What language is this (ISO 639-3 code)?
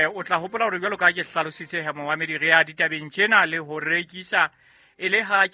sot